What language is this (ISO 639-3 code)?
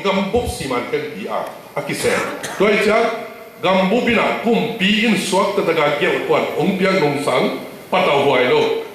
ctd